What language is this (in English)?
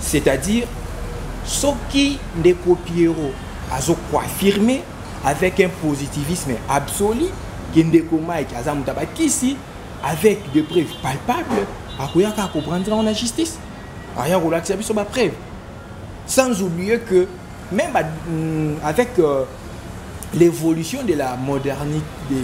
Lingala